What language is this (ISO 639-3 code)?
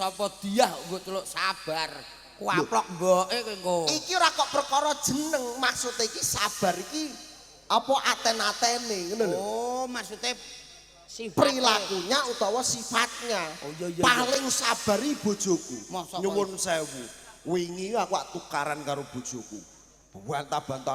jav